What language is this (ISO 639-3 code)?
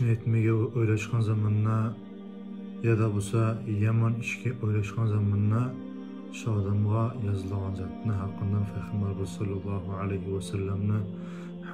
kum